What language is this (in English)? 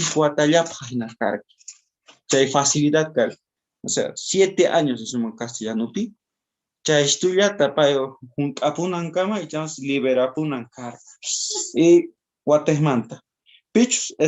South Bolivian Quechua